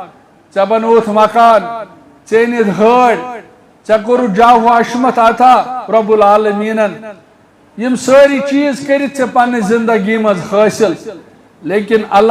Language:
Kashmiri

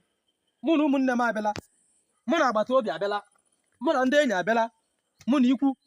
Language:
Igbo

